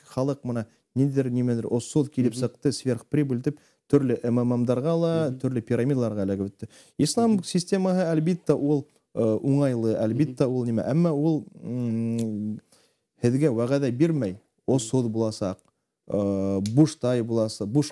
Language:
Bashkir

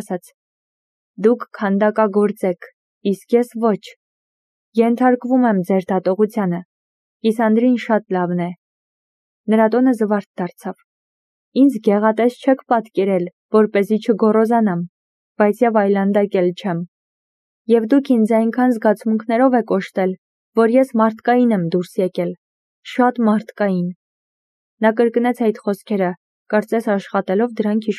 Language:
Armenian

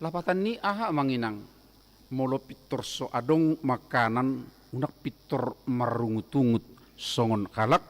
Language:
Batak Toba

